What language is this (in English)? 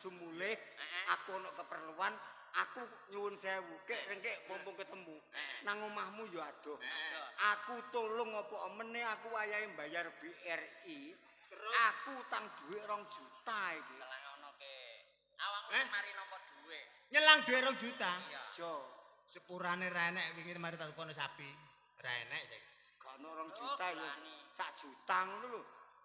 Javanese